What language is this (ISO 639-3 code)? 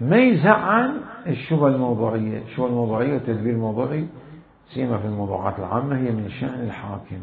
acm